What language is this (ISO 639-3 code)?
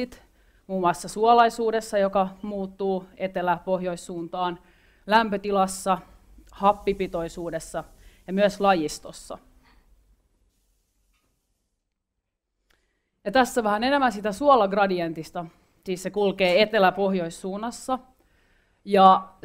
fin